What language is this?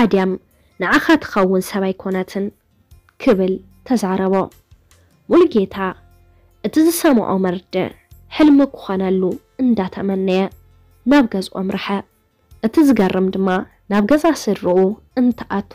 Tigrinya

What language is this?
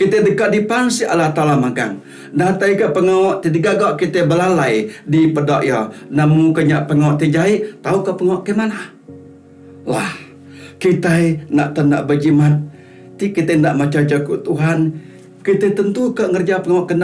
Iban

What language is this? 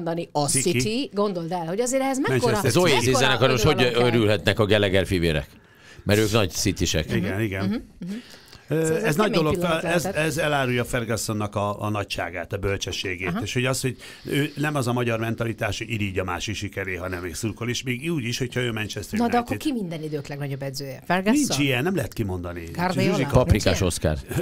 Hungarian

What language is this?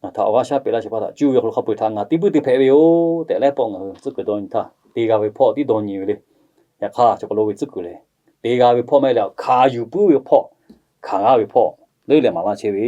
Lahu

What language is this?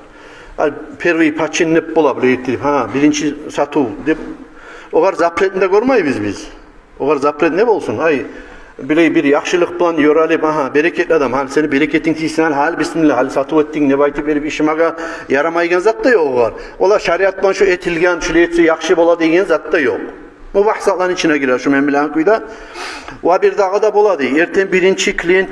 Kumyk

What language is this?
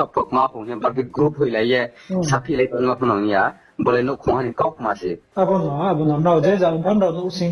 Riang (India)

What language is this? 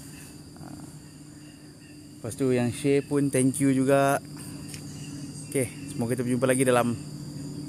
Malay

